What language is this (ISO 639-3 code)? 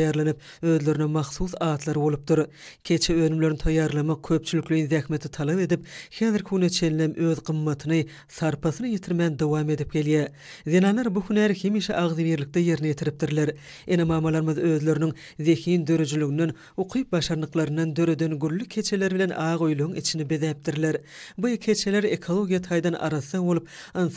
tuk